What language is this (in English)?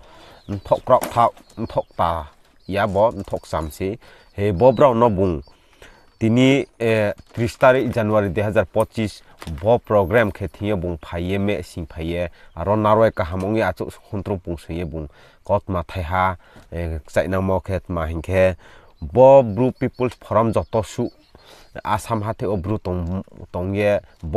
Riang (India)